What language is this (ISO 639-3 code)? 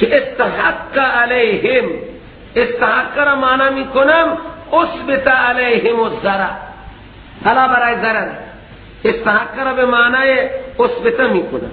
fas